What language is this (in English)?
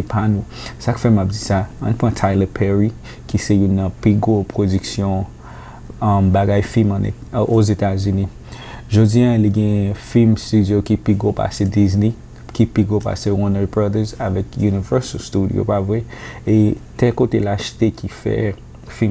Haitian Creole